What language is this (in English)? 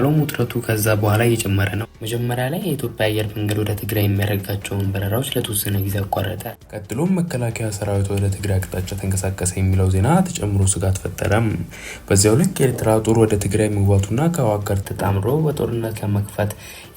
Amharic